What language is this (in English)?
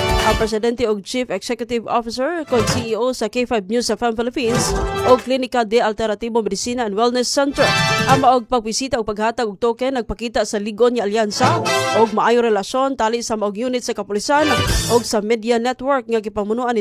Cebuano